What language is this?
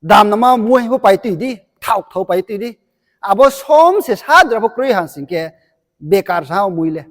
Riang (India)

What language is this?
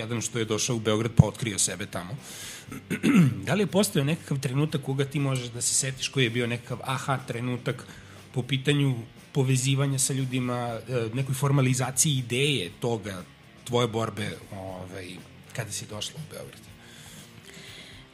Serbian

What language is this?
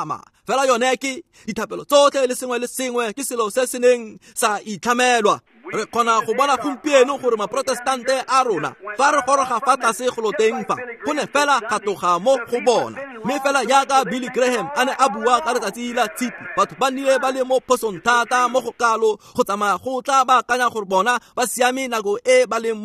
Tswana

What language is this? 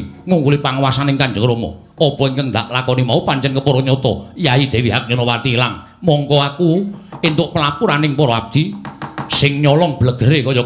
Javanese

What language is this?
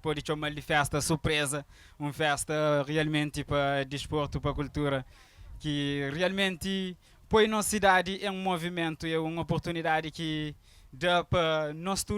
Kabuverdianu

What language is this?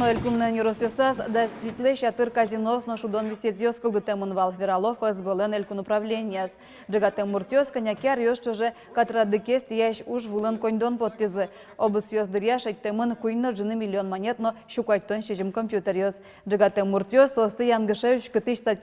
Udmurt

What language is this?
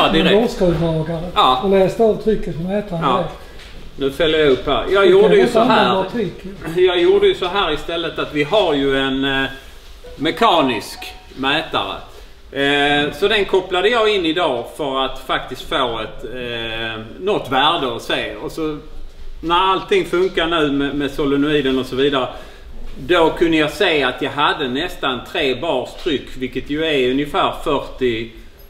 Swedish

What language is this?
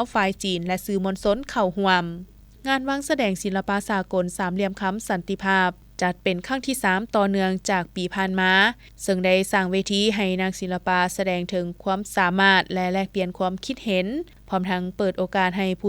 Lao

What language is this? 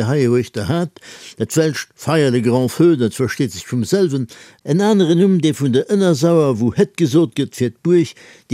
Luxembourgish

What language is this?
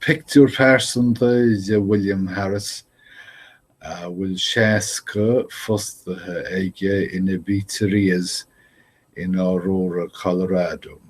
Irish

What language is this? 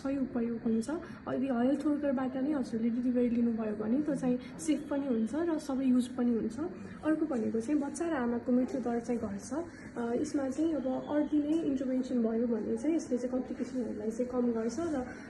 Nepali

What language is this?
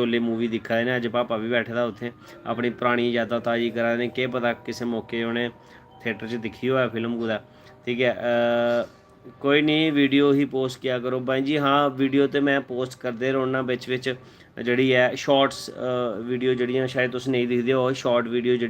Dogri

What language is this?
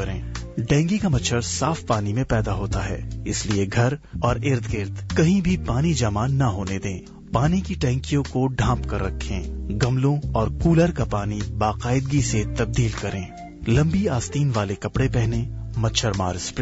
Urdu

